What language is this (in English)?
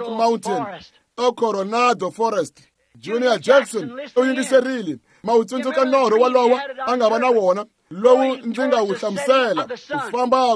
Tsonga